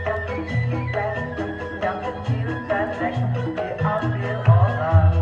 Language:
Betawi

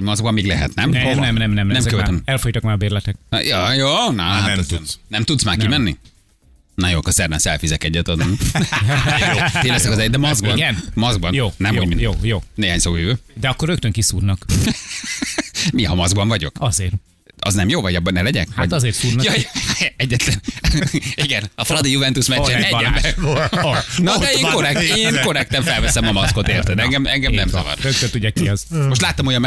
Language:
Hungarian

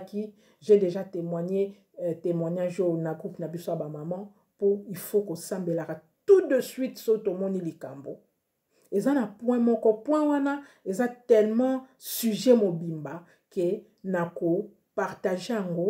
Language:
Lingala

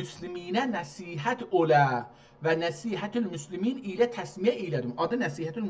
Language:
South Azerbaijani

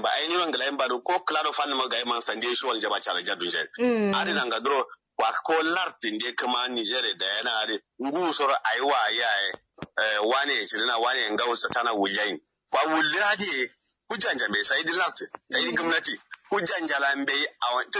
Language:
Kanuri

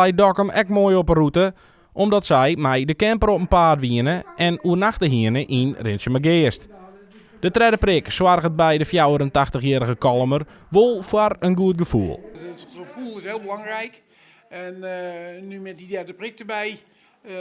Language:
Western Frisian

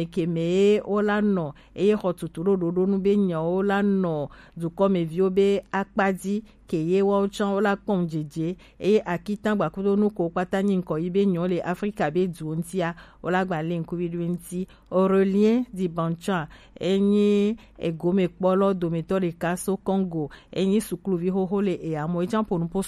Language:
Gen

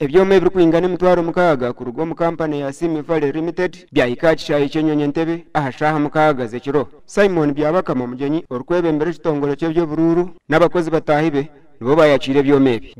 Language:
Nyankole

